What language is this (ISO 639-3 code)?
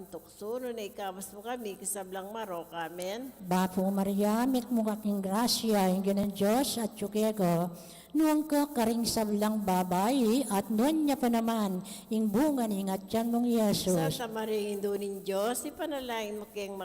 pam